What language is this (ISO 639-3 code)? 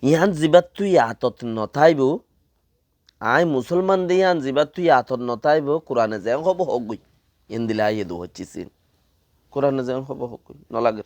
rhg